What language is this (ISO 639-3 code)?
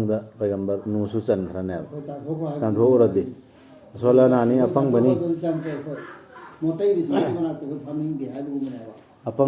mni